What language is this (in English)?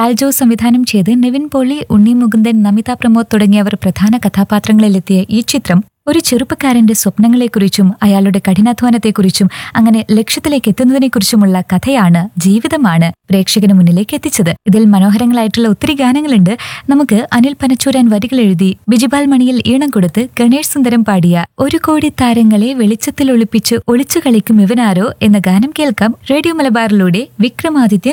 Malayalam